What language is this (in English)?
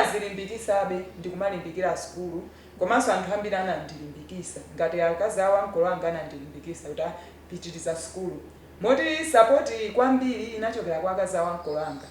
Nyanja